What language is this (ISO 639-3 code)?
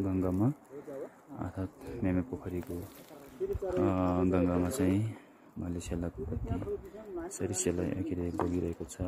nep